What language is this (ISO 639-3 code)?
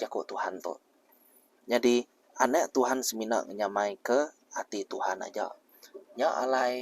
iba